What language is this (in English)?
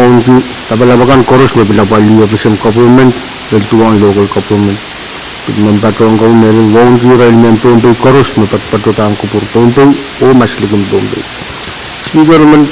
Pohnpeian